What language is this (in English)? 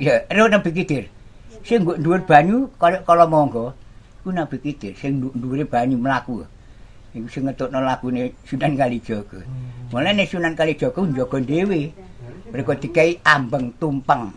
Javanese